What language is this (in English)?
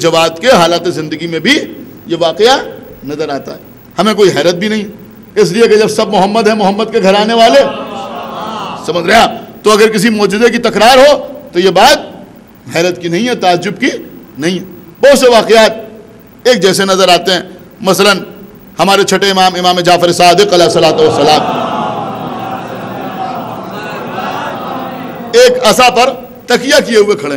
Urdu